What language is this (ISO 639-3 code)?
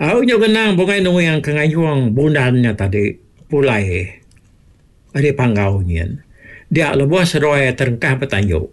iba